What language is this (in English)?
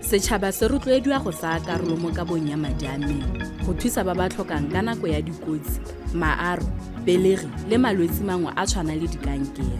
Tswana